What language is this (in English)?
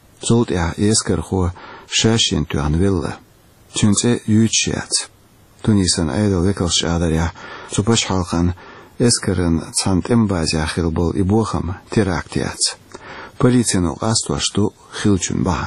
Chechen